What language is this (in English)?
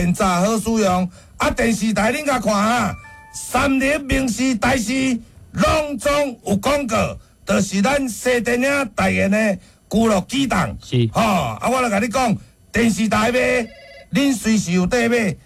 Min Nan Chinese